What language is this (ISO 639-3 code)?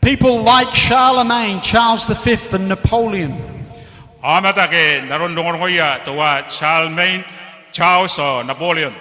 gil